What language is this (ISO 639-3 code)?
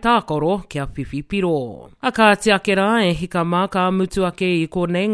mri